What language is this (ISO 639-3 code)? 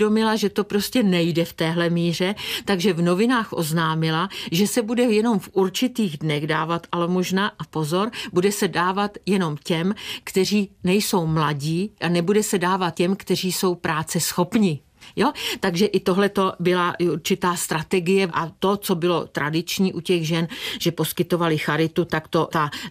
ces